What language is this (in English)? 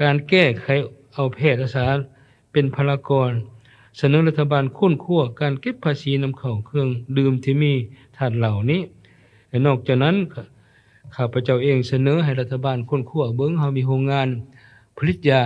Lao